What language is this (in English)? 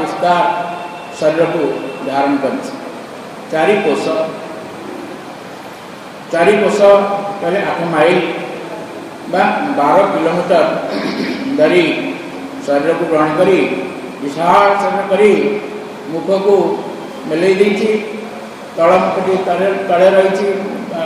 Odia